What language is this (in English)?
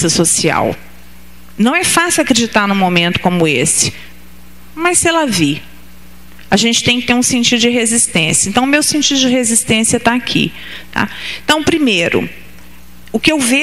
Portuguese